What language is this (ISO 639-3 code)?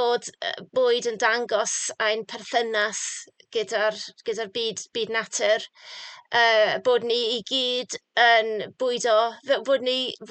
cym